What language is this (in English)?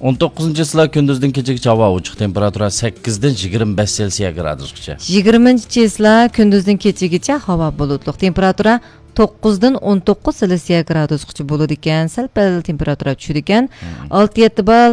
Uyghur